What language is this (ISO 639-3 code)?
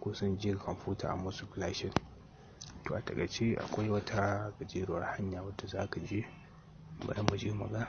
hau